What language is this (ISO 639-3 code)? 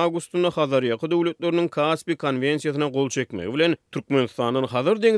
tuk